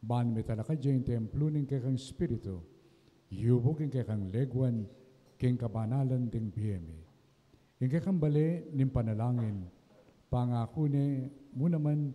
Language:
Pampanga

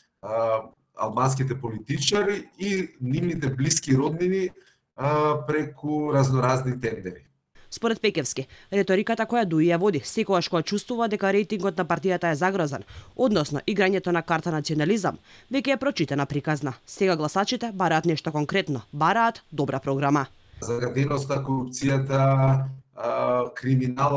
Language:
Macedonian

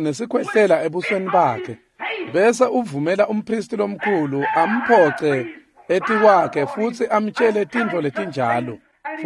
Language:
Swati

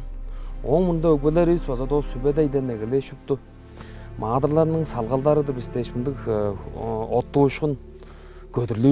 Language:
Tuvinian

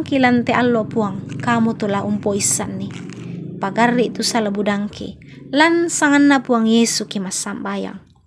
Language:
Toraja-Sa'dan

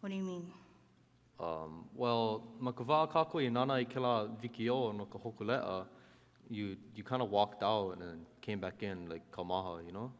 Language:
Hawaiian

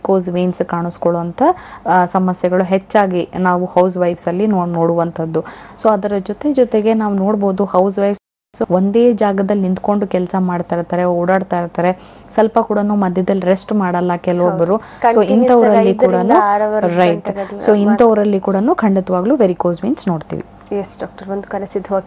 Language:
Kannada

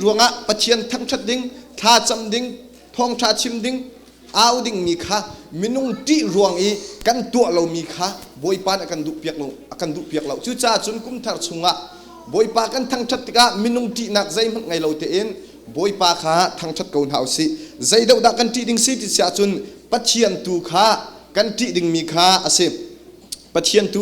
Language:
Hakha Chin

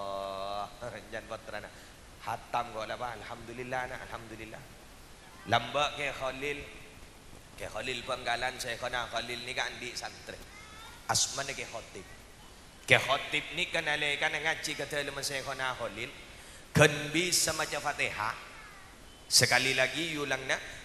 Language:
Madurese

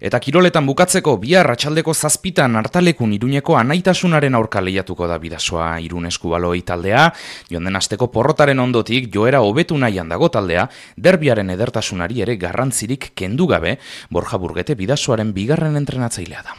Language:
Basque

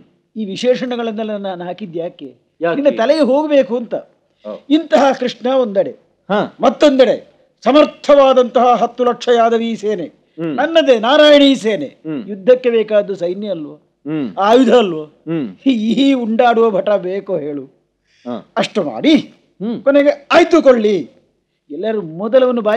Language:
Kannada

